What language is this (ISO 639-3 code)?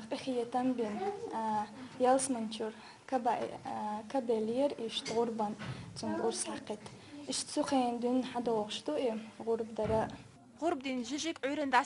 che